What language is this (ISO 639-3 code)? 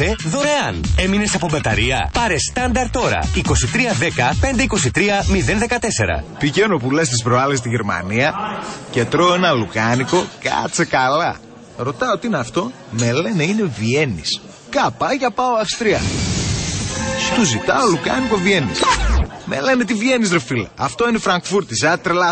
ell